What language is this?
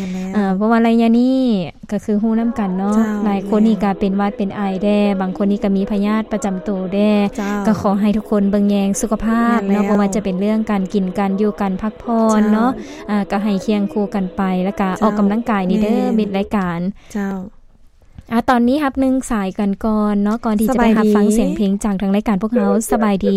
Lao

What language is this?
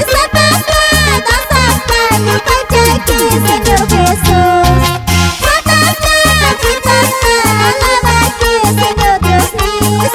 Quechua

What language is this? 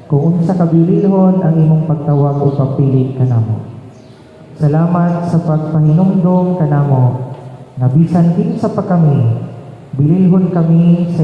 Cebuano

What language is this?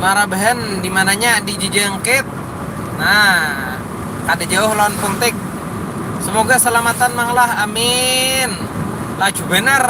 Banjar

